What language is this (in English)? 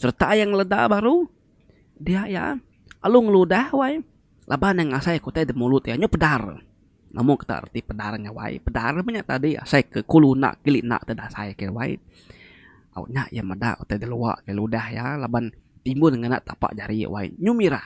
Iban